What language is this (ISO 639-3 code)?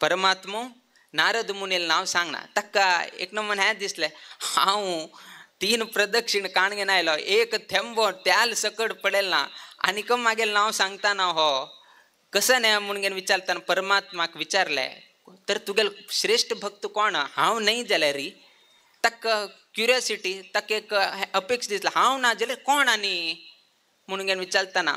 kok